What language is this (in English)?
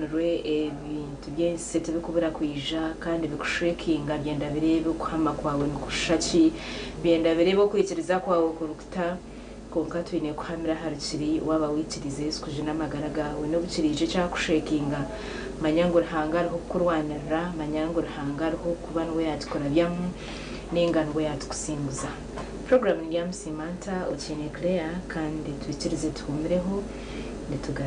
Nyankole